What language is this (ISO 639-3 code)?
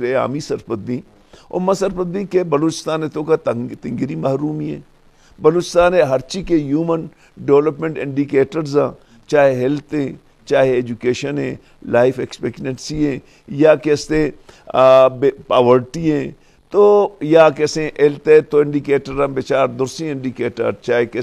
bal